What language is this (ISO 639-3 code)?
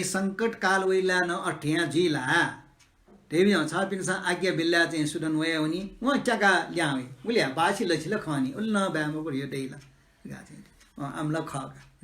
new